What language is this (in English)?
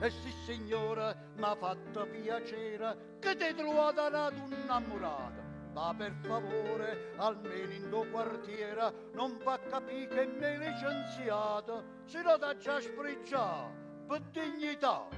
Neapolitan